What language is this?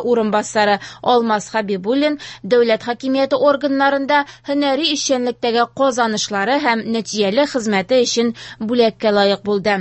Tatar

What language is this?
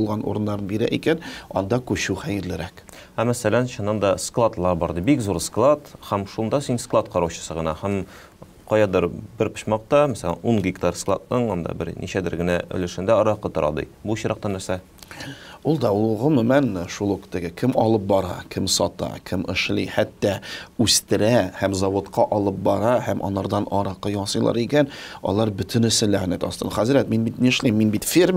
Tatar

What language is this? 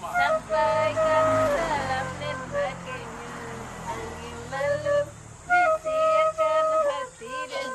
Minangkabau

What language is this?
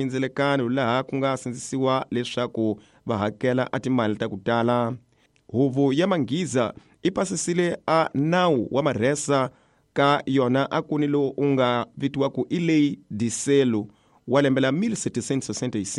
Tsonga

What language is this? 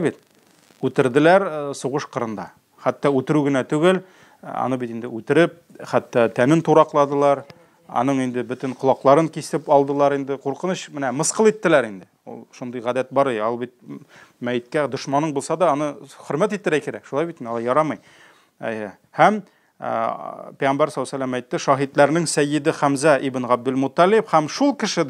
Tatar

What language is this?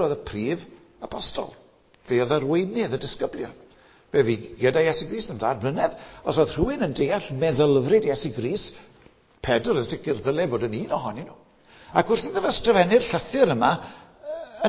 Welsh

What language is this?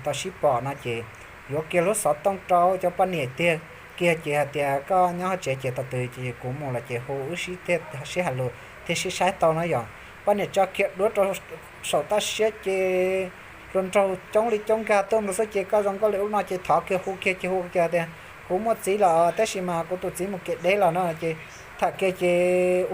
Hmong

